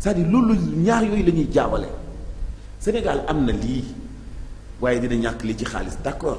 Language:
Wolof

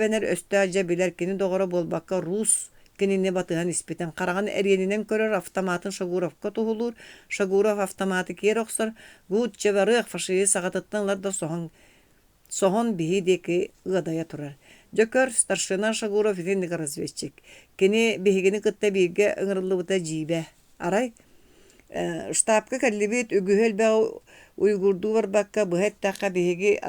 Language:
Yakut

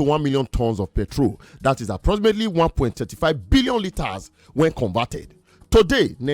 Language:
Nigerian Pidgin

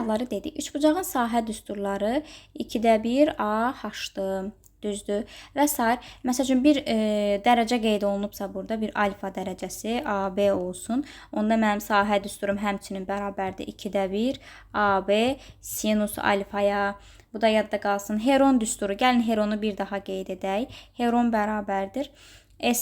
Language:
Azerbaijani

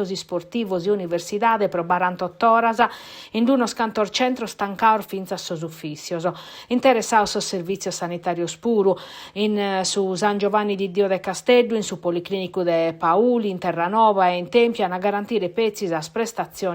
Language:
Sardinian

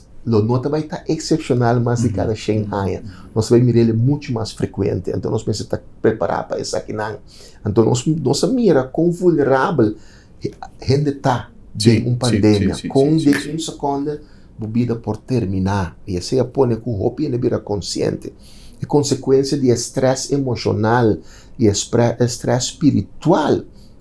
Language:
Papiamento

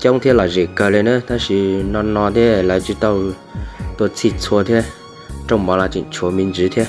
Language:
Hmong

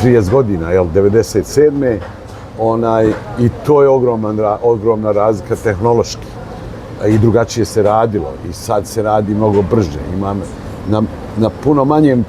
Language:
Bosnian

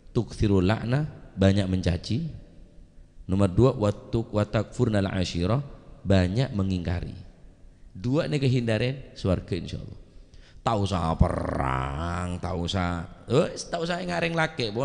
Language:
Madurese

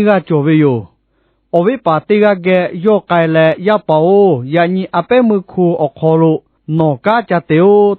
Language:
Lahu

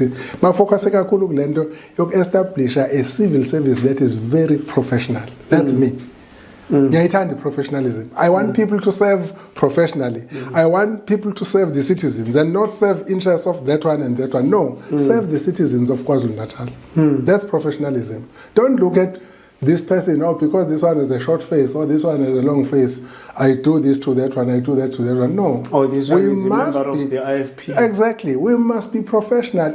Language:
Zulu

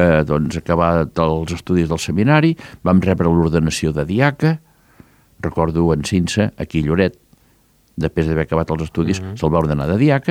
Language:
Catalan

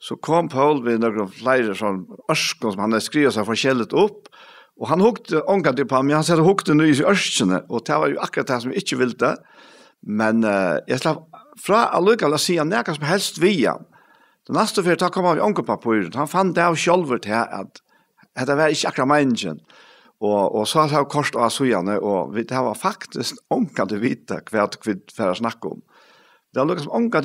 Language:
Faroese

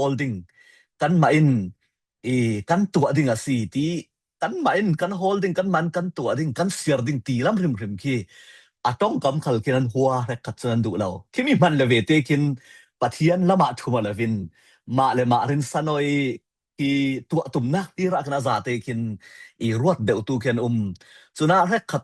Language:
Falam Chin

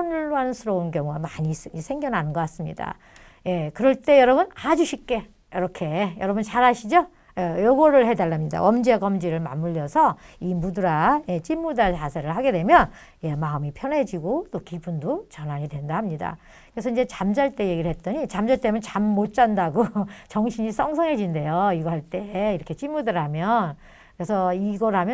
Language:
Korean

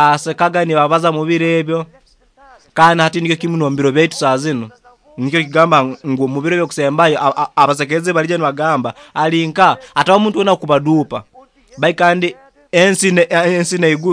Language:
Nyoro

